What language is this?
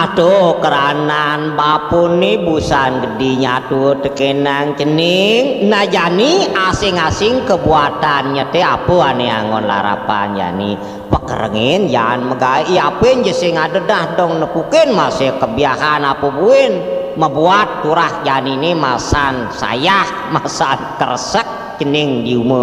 Balinese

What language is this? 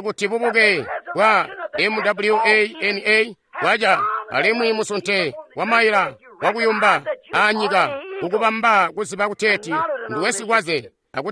Tonga (Zambia)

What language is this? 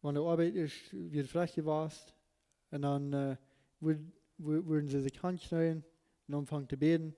Plautdietsch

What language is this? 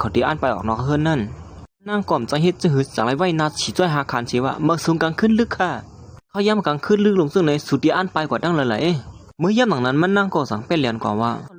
Shan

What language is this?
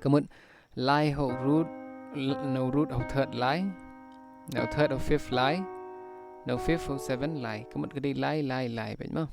Khasi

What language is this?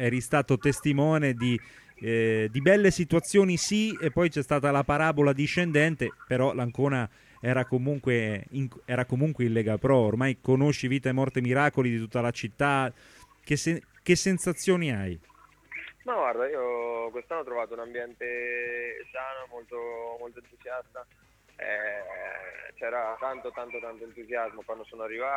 Italian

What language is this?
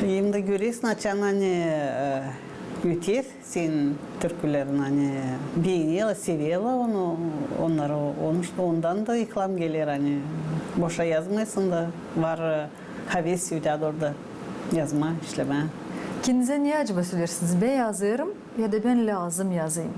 Gagauz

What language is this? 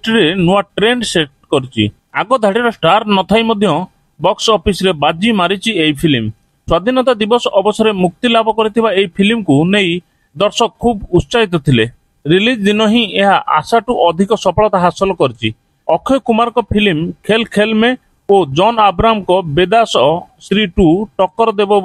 Odia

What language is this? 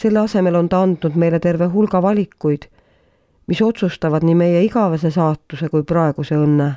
Estonian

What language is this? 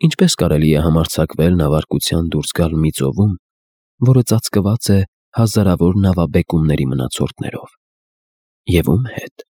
Armenian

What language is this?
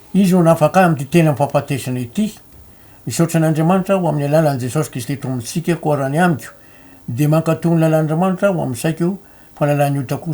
Malagasy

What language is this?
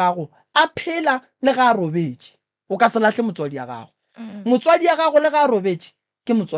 Northern Sotho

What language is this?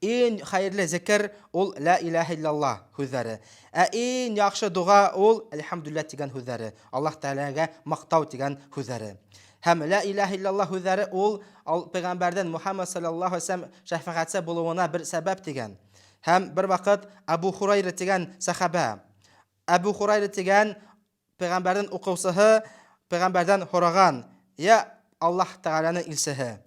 Bashkir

